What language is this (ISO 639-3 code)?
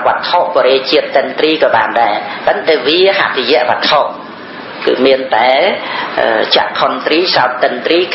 khm